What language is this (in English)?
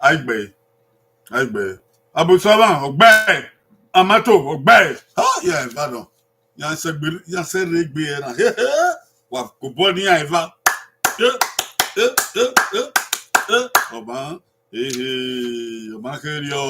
Bini